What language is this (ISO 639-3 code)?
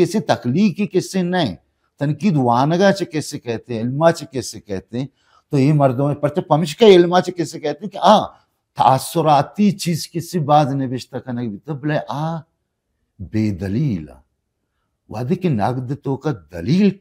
bal